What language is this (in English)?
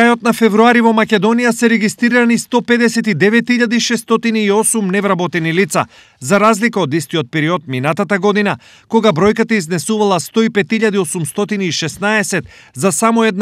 Macedonian